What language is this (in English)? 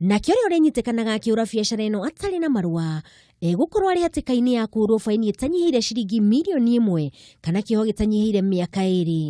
Kikuyu